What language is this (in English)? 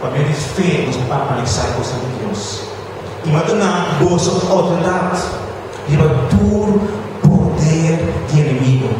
Papiamento